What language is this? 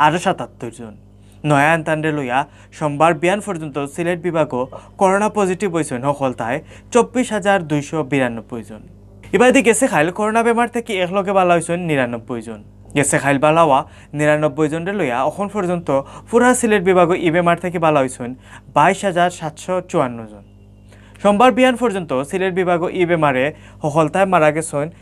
Sylheti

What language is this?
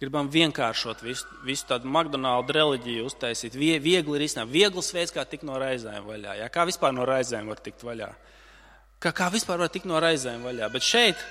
Latvian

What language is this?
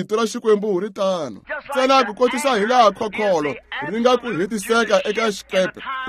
Tsonga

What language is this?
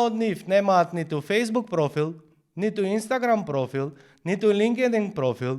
Macedonian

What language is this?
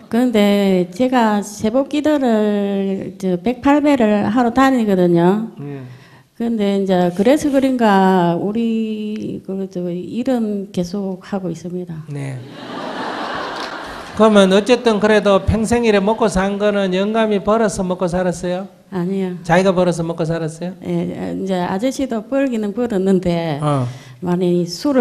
Korean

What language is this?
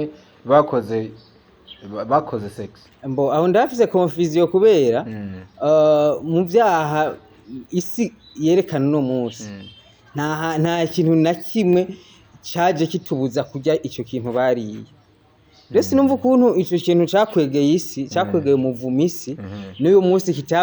Rundi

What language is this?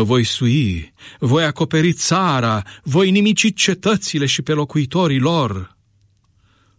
Romanian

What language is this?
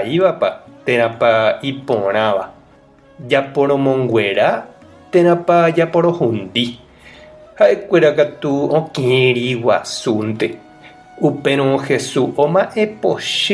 Guarani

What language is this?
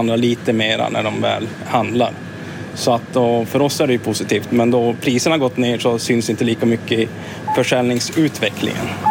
Swedish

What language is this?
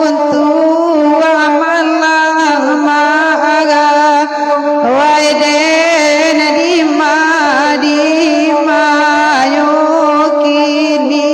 Minangkabau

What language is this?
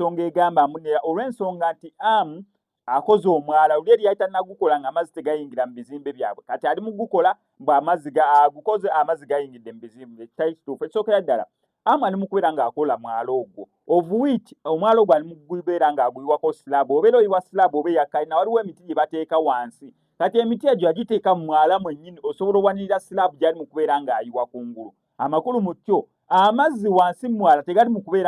Ganda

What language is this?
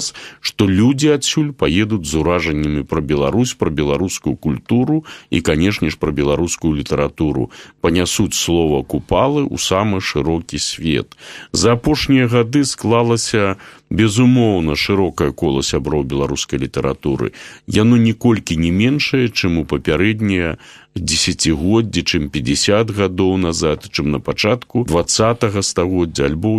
Belarusian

